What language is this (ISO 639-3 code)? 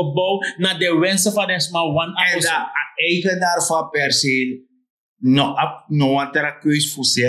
srn